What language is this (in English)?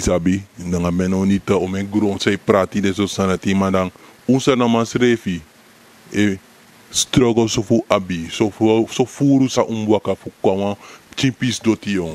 Sranan Tongo